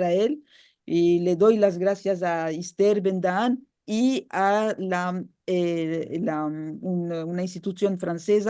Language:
Ladino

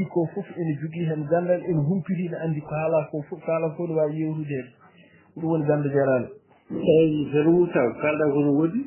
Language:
Fula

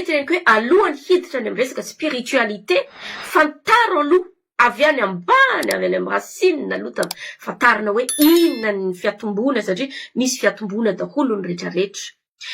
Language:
Malagasy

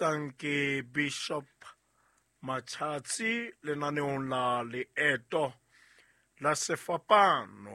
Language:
Southern Sotho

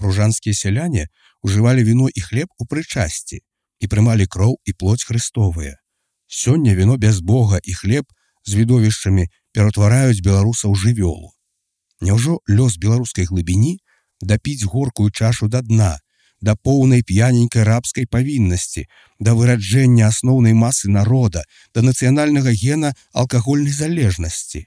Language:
Belarusian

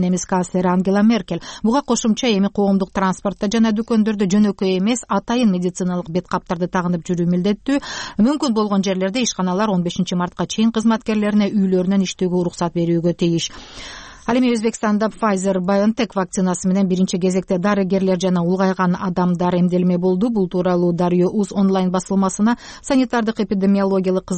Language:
Kyrgyz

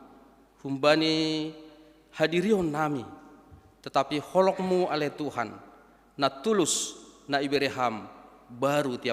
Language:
Batak Simalungun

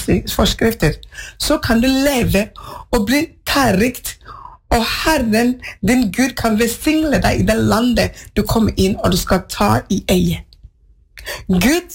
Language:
Norwegian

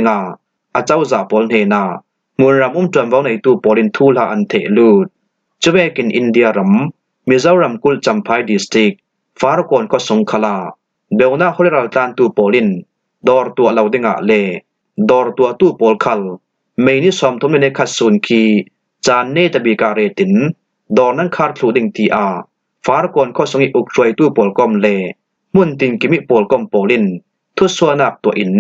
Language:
Falam Chin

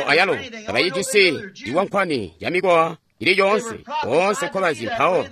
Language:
Tonga (Zambia)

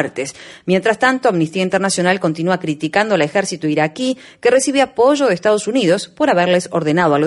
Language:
Spanish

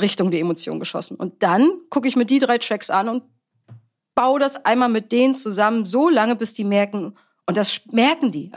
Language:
German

